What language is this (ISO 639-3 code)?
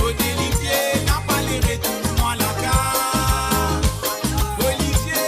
mfe